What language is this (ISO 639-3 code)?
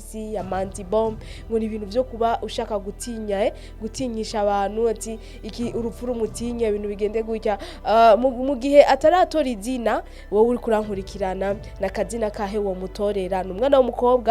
run